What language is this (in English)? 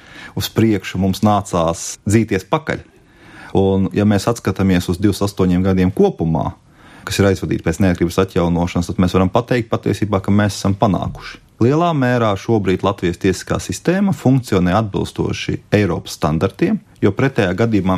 Latvian